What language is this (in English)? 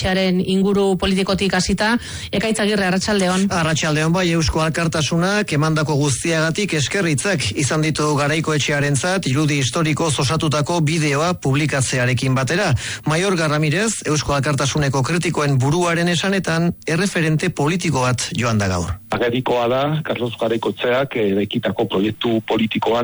Basque